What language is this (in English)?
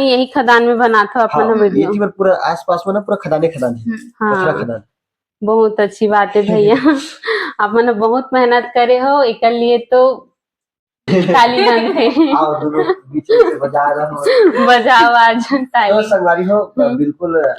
Chhattisgarhi